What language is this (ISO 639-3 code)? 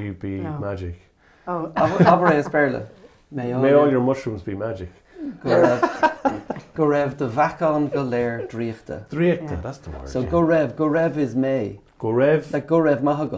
gle